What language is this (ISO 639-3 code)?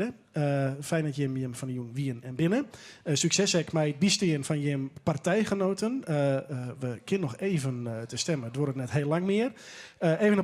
fry